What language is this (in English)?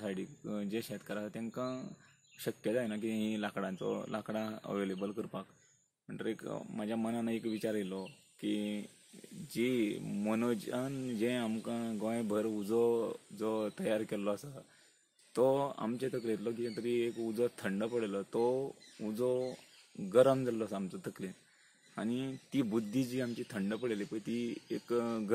Konkani